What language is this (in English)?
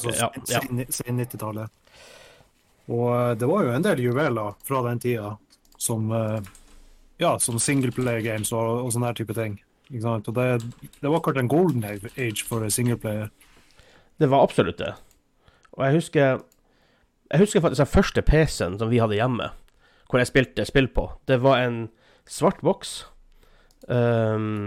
Norwegian